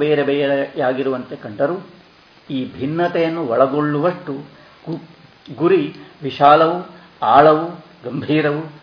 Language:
Kannada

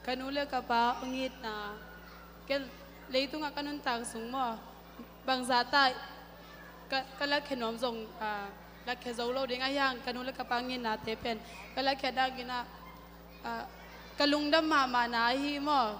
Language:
Tedim Chin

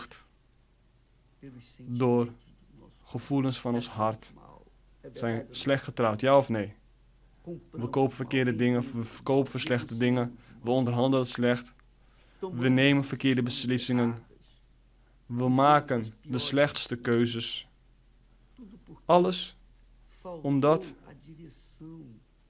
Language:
Dutch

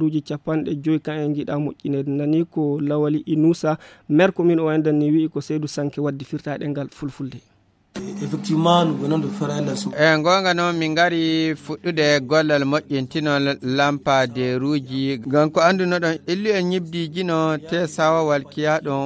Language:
Fula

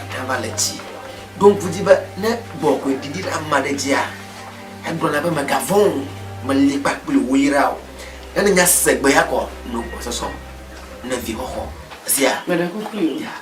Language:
Ewe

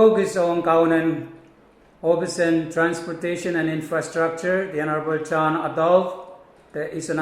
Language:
Pohnpeian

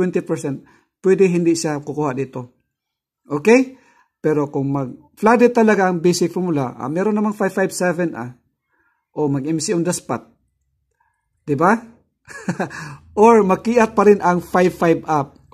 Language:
Filipino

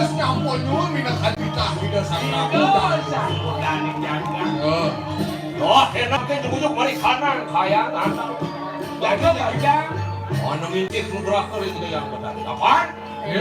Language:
Balinese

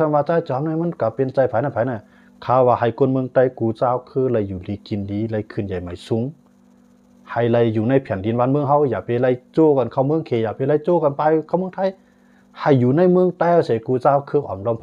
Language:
Shan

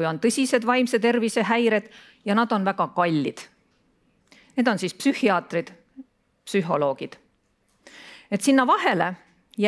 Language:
Estonian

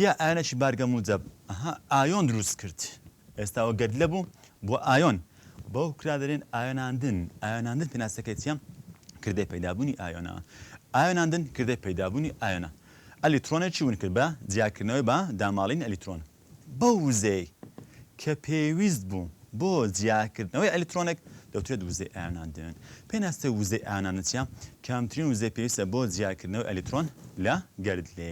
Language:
Central Kurdish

